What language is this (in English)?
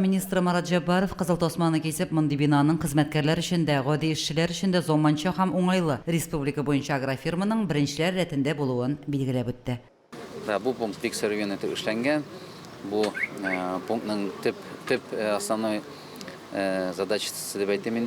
Tatar